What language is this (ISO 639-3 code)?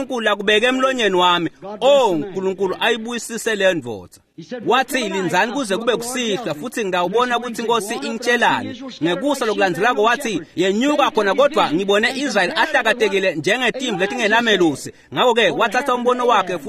ssw